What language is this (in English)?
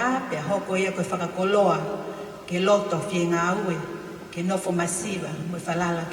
Tongan